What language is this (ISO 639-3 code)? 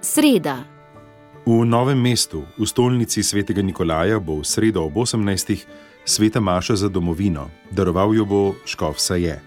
slv